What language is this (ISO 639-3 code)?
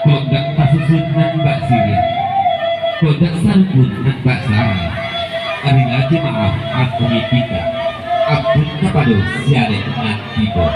min